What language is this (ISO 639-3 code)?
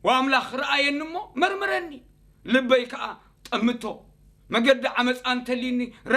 tir